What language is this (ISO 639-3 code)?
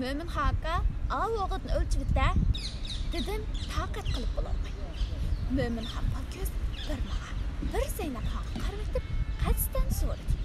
uig